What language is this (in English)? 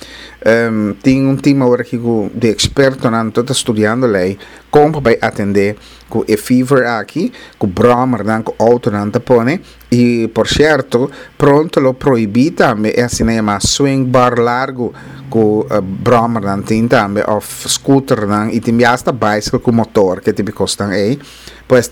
Papiamento